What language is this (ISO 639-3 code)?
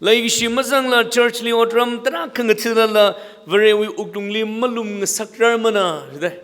nmf